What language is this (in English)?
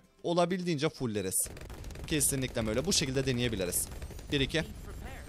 Turkish